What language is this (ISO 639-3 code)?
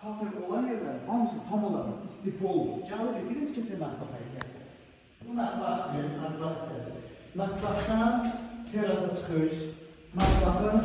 aze